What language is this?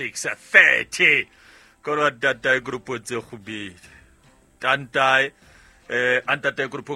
Southern Sotho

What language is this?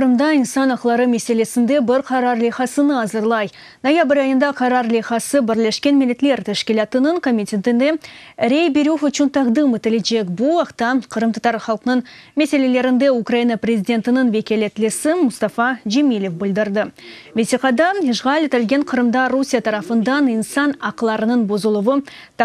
Crimean Tatar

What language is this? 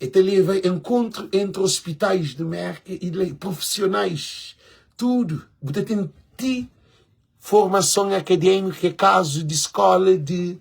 Kabuverdianu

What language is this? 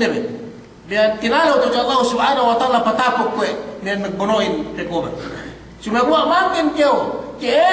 Yakan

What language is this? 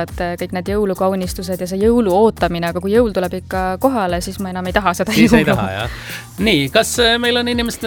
Estonian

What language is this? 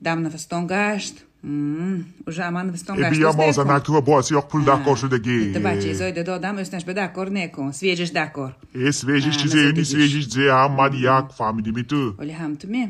Tajik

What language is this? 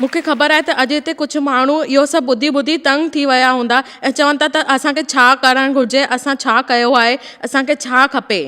Sindhi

